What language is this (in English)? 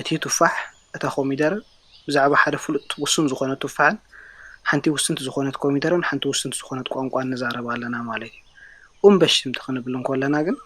Tigrinya